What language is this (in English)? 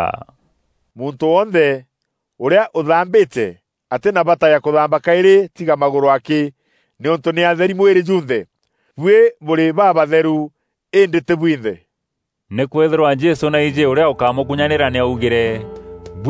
Meru